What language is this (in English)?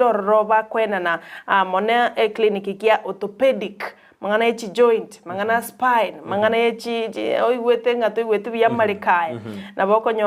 Gusii